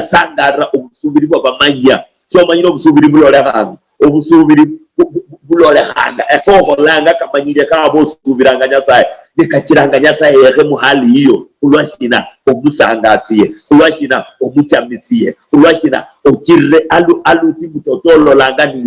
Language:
Luyia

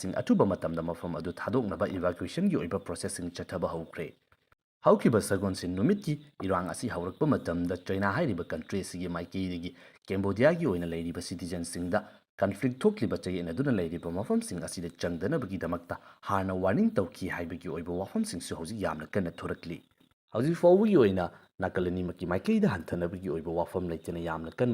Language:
Manipuri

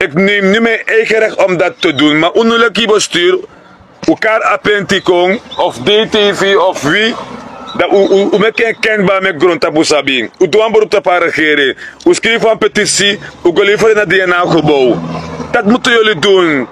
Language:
Sranan Tongo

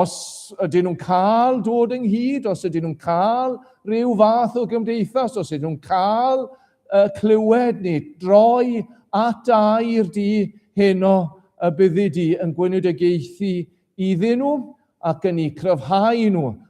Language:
Welsh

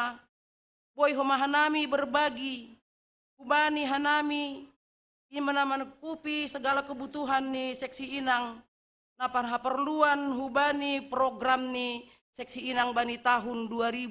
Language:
Batak Simalungun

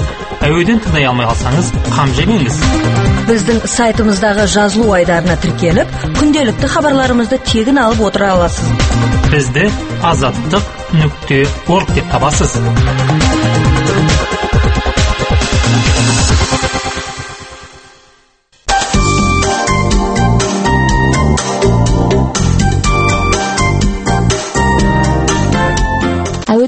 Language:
Kazakh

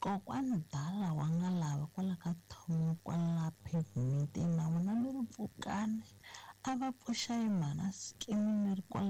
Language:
Tsonga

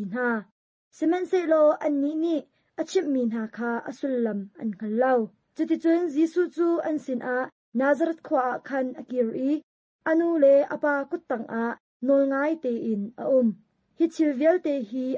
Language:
Hakha Chin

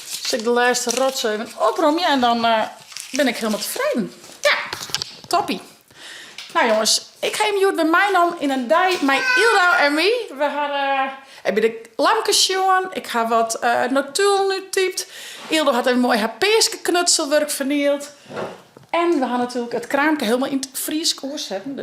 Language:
Western Frisian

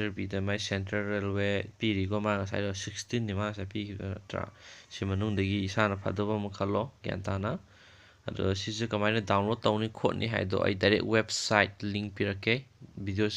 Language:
Manipuri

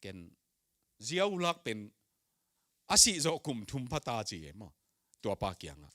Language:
Tedim Chin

